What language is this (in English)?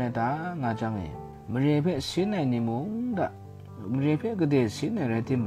Kachin